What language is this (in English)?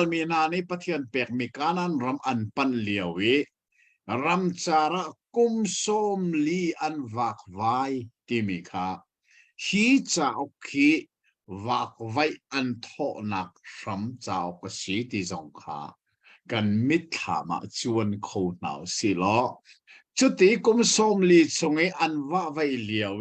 Hakha Chin